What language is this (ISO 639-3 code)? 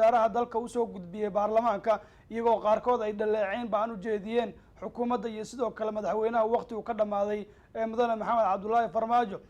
som